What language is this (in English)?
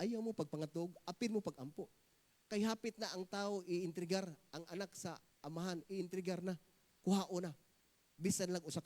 Cebuano